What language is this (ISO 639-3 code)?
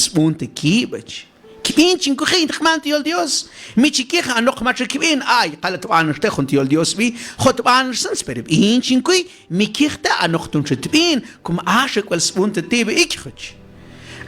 mam